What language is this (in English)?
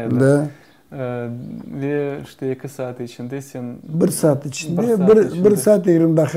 Crimean Tatar